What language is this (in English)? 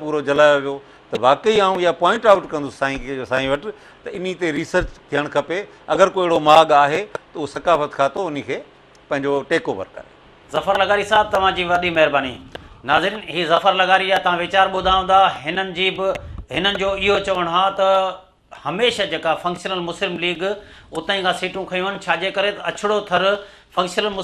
Sindhi